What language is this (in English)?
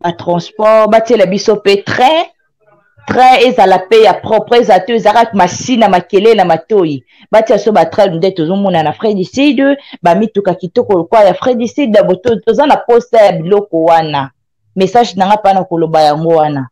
Lingala